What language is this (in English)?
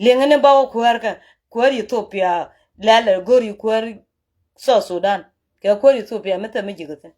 Nuer